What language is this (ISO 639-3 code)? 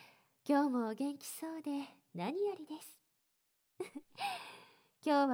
jpn